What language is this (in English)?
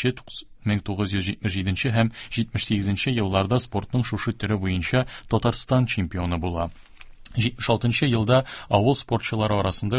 Tatar